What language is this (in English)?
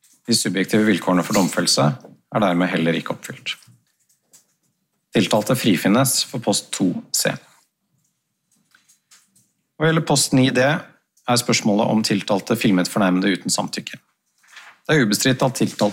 Norwegian